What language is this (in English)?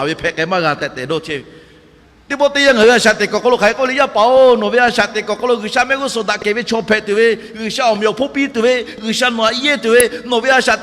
Lahu